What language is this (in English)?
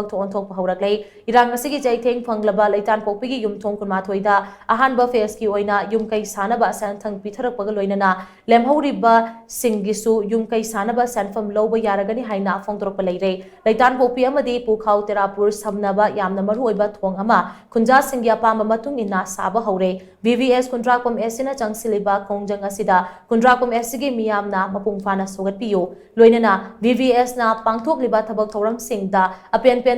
Manipuri